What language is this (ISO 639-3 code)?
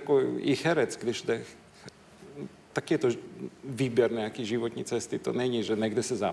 ces